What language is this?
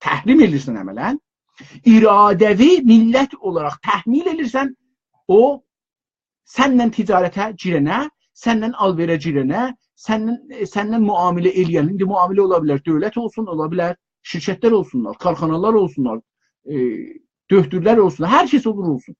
South Azerbaijani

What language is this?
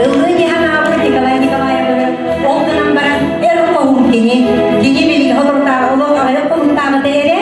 Yakut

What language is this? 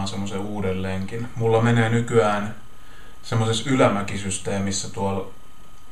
Finnish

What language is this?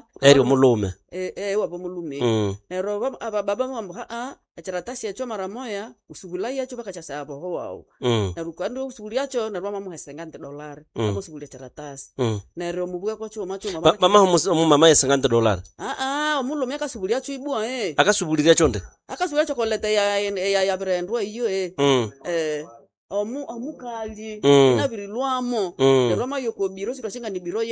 Nande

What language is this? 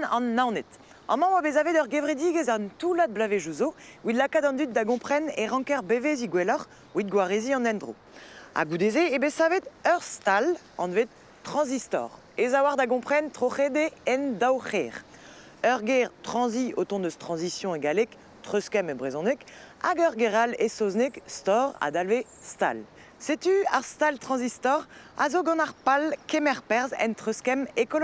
Breton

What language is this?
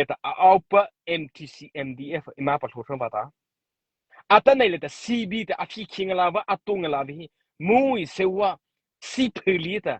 Mara Chin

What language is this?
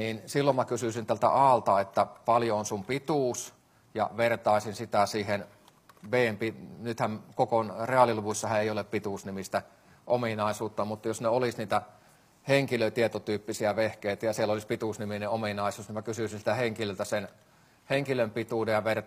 Finnish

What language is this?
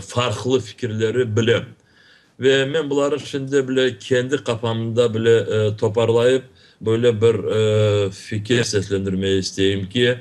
Crimean Tatar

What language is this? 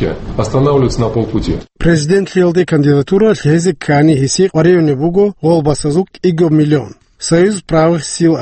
Avaric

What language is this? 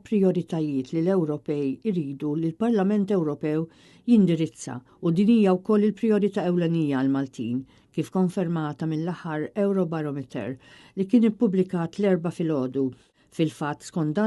Maltese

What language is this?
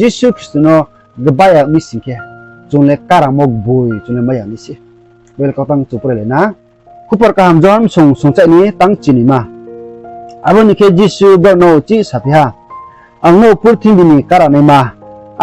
Riang (India)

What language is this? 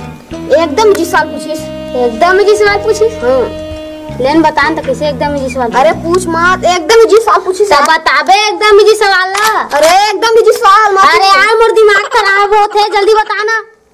Chhattisgarhi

